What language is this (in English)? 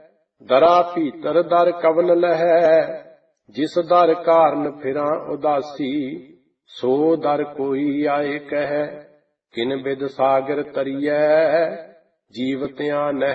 Punjabi